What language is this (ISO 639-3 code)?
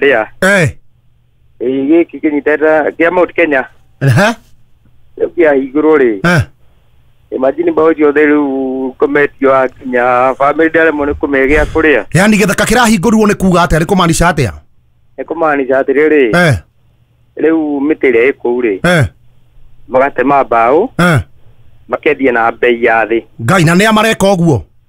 kik